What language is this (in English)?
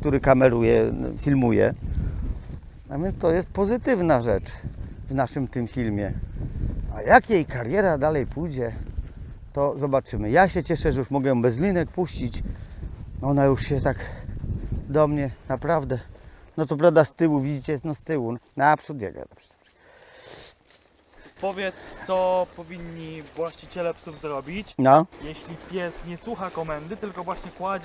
Polish